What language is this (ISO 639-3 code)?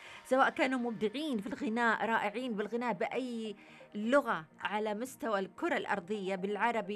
ara